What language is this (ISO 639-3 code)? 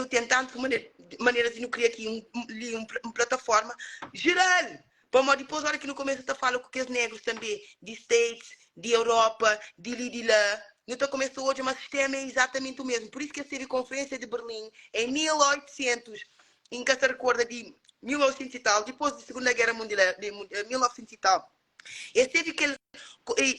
kea